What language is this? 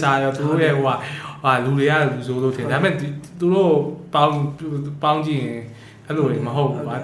Burmese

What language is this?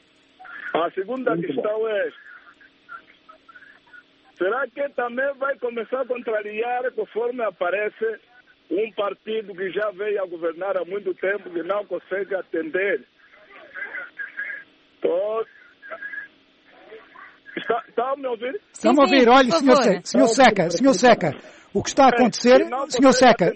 Portuguese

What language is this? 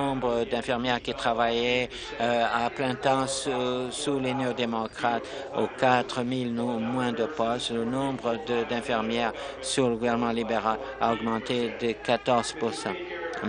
French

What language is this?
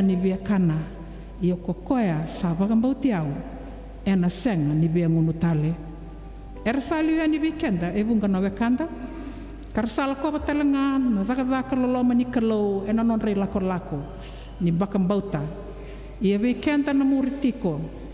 Fijian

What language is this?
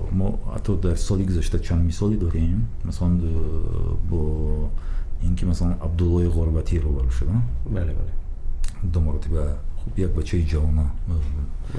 Tajik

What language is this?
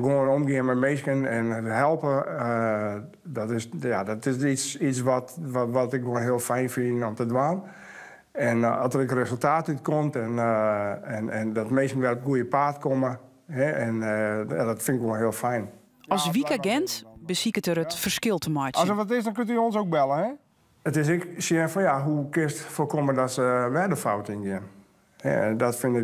Western Frisian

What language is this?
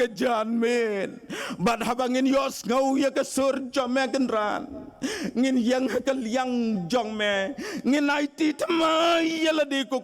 Khasi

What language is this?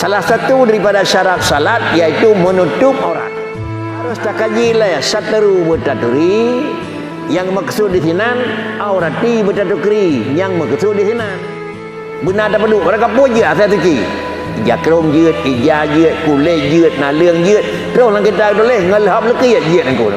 Achinese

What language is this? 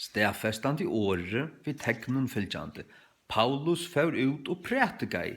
Faroese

